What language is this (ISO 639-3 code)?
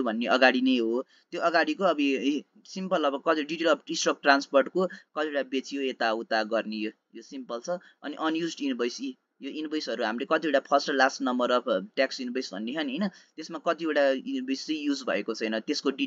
nep